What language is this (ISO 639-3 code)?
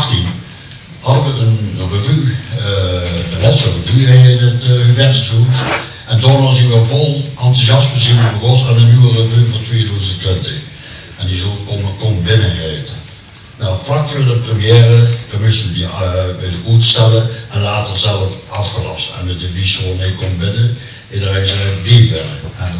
lim